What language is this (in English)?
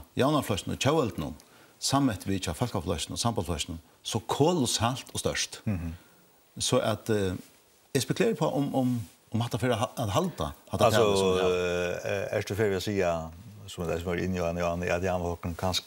Faroese